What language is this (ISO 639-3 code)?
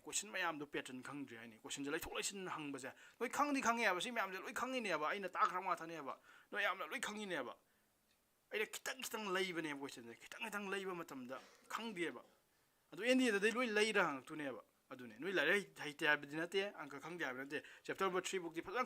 mni